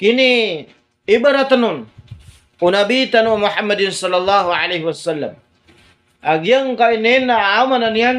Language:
Maranao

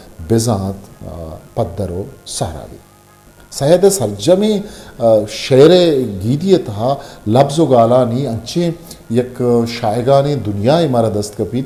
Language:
Eastern Balochi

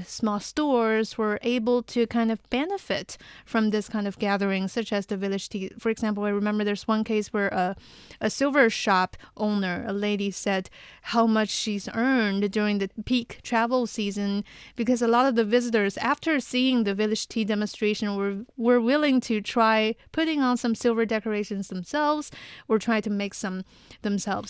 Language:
English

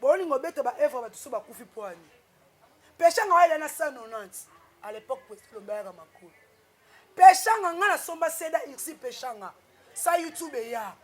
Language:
Lingala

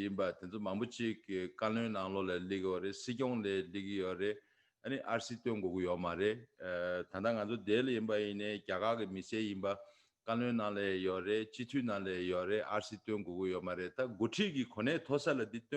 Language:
Tibetan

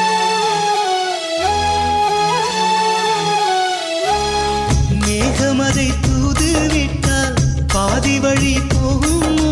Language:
Tamil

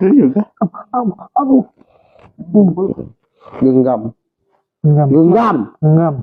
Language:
Musi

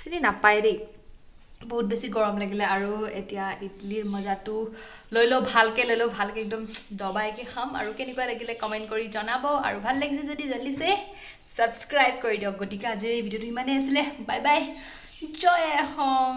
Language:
Assamese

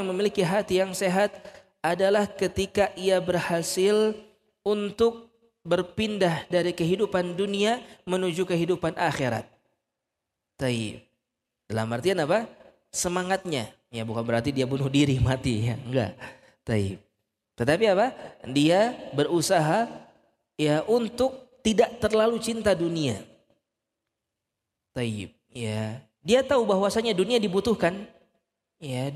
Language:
Indonesian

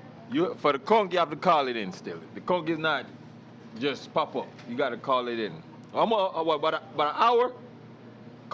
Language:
Jamaican Creole English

